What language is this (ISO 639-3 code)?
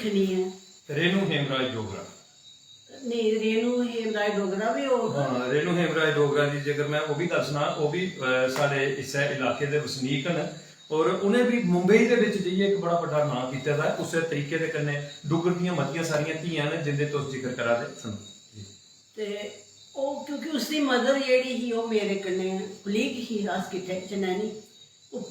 doi